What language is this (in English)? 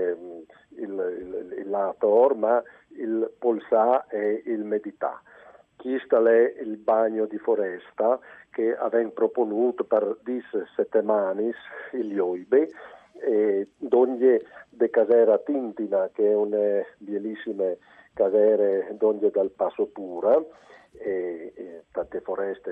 Friulian